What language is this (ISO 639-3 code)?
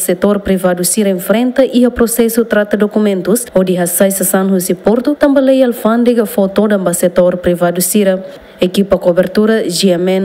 tet